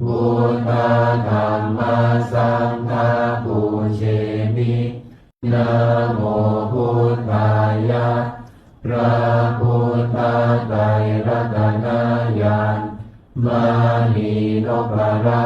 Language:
Pali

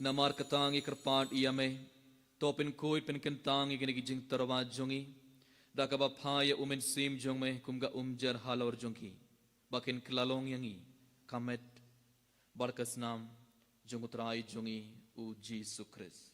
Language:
Khasi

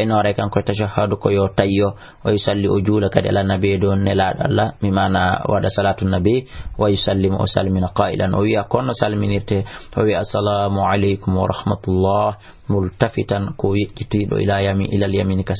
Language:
Fula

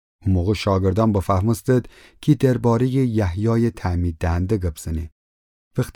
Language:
Gilaki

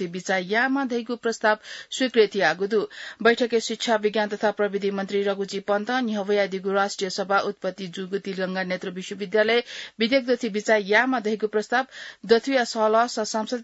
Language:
Newari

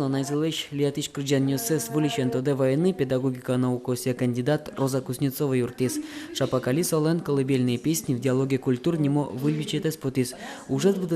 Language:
Udmurt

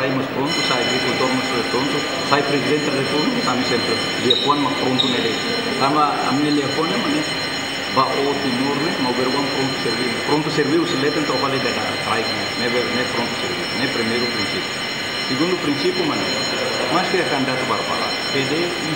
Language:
Tetum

